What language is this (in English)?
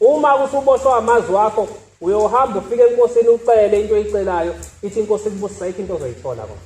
Zulu